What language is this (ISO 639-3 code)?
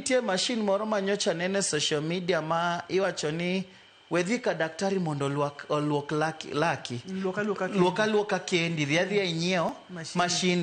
luo